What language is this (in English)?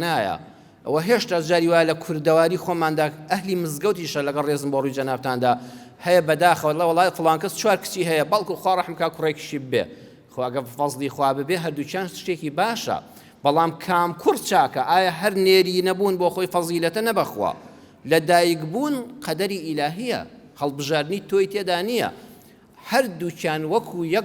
Central Kurdish